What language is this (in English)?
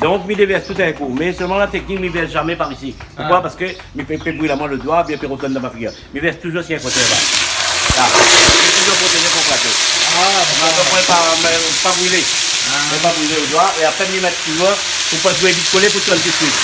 Réunion Creole French